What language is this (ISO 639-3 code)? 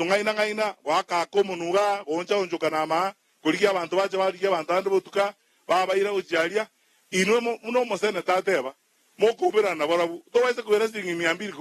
guz